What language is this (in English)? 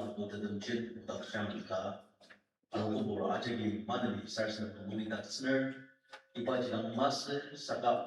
Ao Naga